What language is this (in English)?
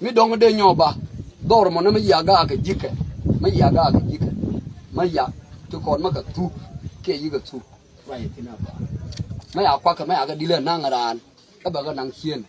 Nuer